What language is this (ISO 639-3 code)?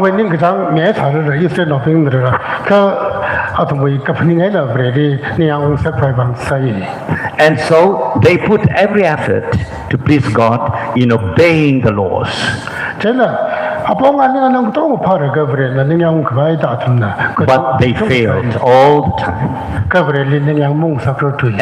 nmf